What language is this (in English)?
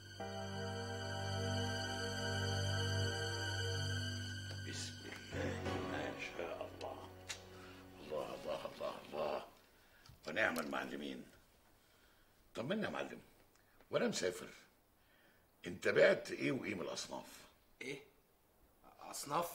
Egyptian Arabic